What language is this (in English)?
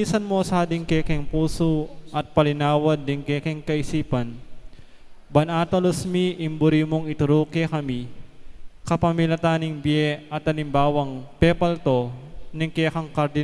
Pampanga